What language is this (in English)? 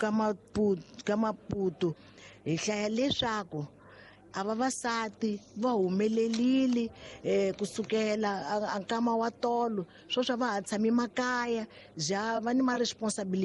Tsonga